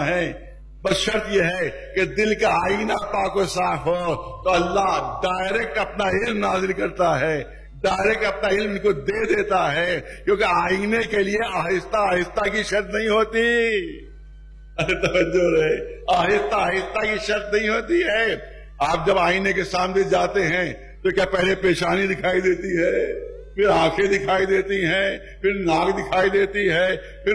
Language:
Urdu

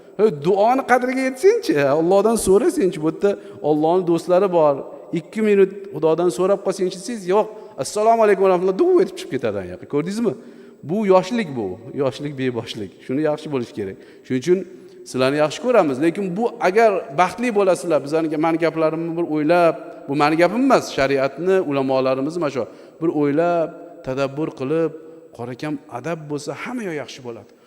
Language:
Uzbek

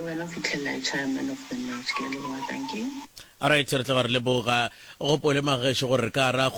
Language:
Northern Sotho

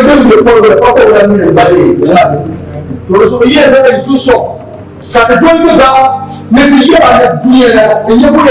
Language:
Dagbani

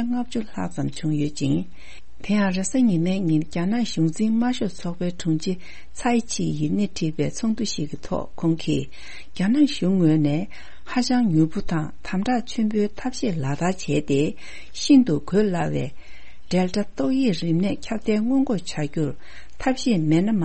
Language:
Tibetan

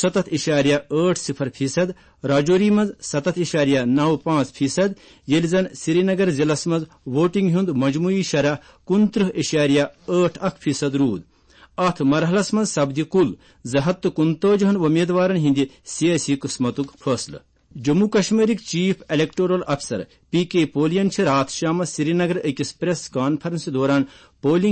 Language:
Kashmiri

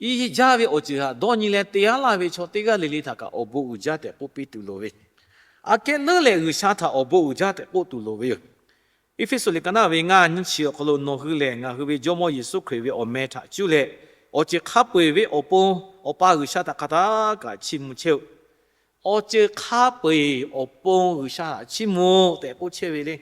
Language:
Lahu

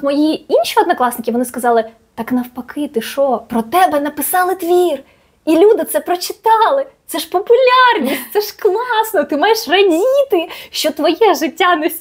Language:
Ukrainian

